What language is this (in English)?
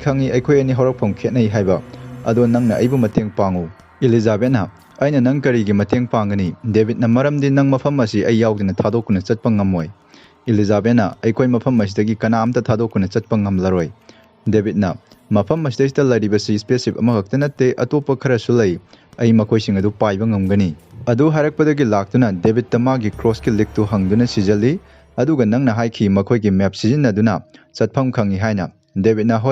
Manipuri